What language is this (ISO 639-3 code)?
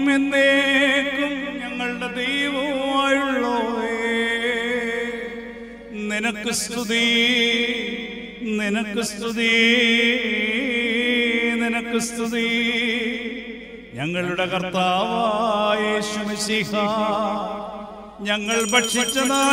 mal